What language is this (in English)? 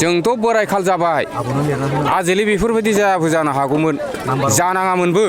Bodo